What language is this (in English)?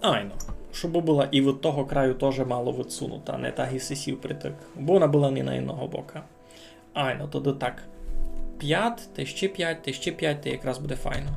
Rusyn